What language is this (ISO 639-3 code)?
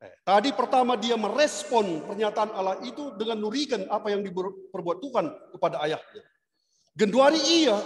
btx